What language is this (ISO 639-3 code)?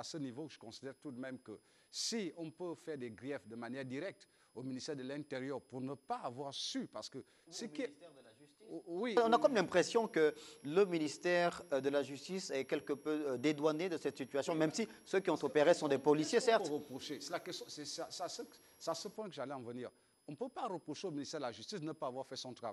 fra